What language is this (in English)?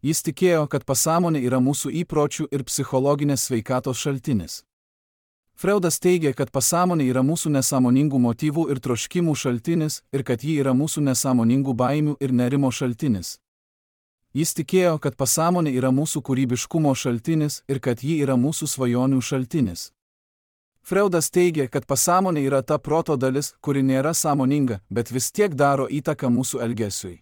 Lithuanian